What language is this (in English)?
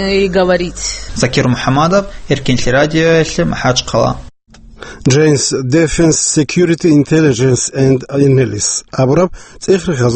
Avaric